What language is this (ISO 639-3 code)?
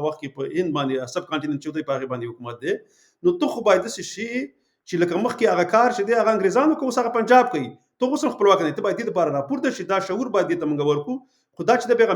pus